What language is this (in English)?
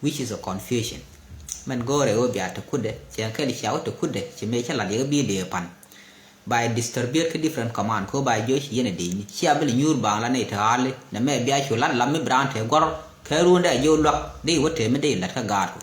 Nuer